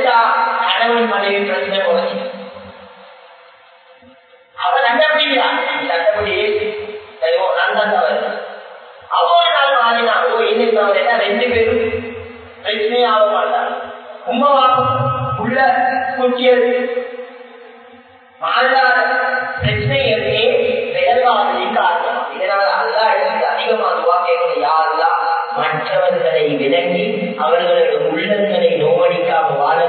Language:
Tamil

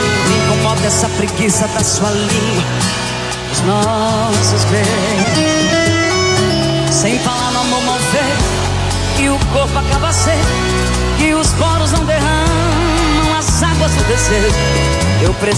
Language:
Portuguese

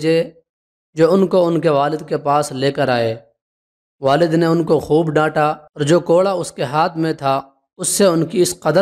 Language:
Urdu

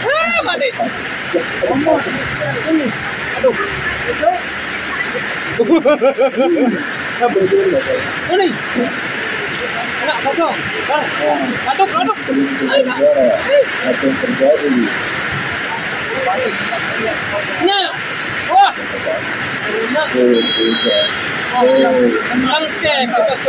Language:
Indonesian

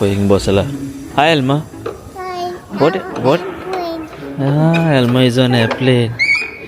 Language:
Konkani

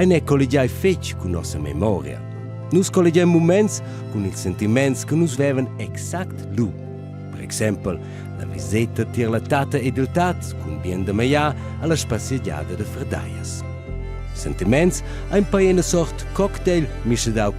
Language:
Romansh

